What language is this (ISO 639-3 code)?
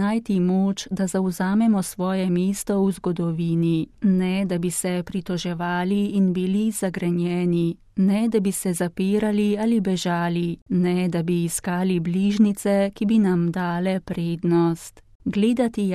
slv